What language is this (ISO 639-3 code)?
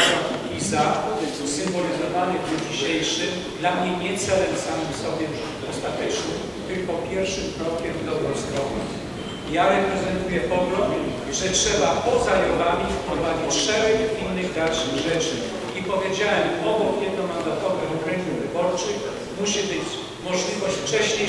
pol